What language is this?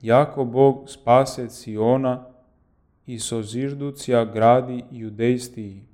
Church Slavic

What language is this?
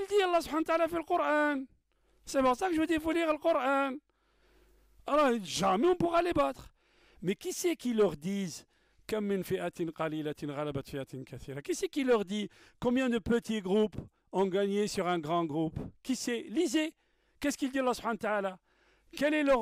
French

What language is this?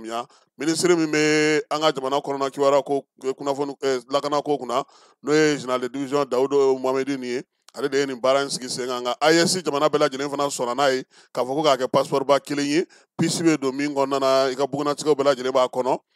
Bambara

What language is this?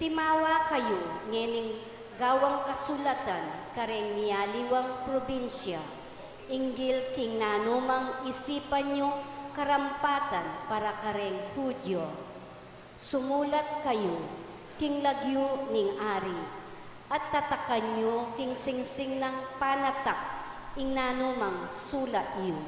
Pampanga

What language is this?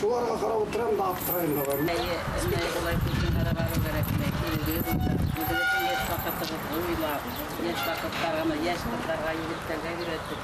Bashkir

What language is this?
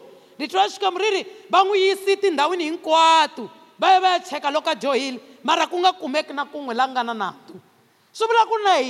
Tsonga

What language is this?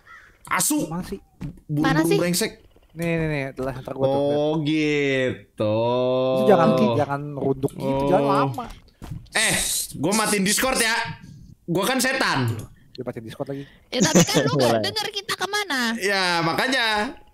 Indonesian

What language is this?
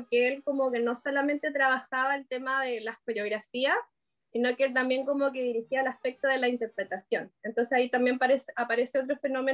Spanish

